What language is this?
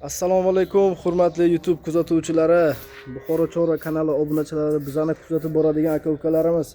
Uzbek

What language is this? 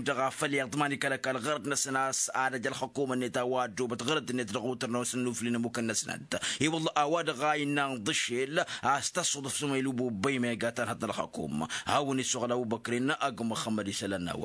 Tamasheq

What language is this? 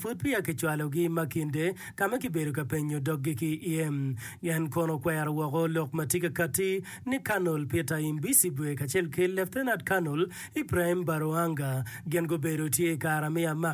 Acoli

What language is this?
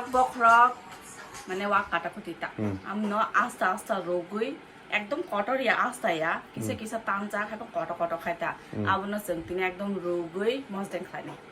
Kok Borok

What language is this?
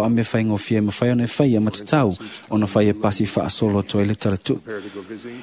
Samoan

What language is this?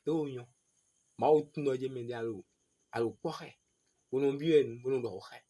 Fon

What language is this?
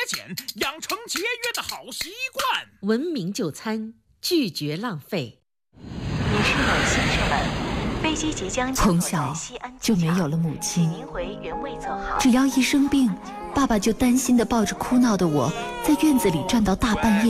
Chinese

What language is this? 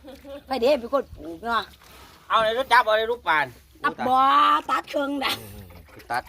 Lao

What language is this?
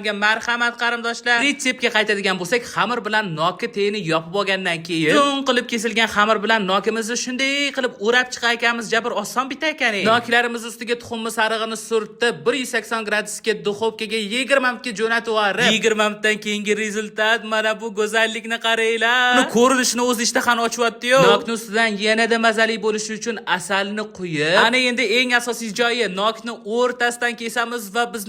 Uzbek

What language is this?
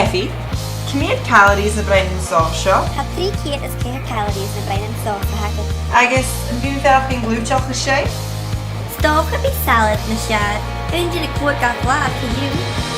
Scottish Gaelic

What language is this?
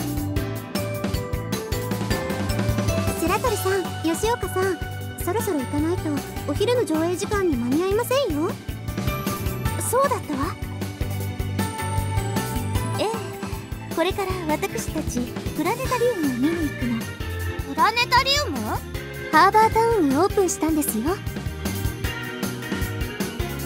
Japanese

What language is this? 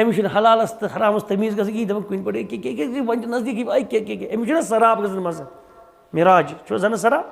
Kashmiri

